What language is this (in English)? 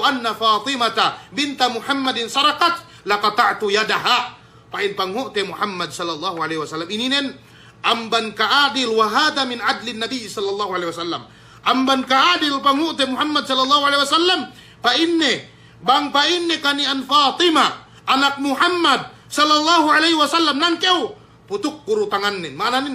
Yakan